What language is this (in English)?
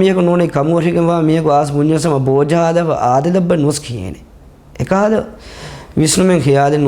Divehi